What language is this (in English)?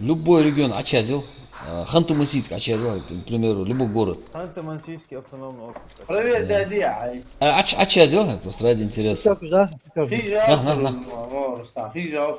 Ingush